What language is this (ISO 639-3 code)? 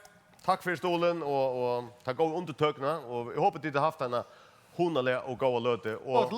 fao